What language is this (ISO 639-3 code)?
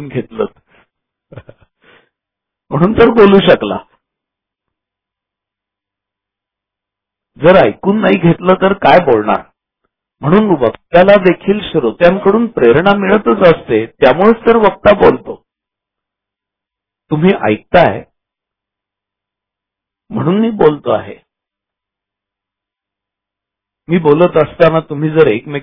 mar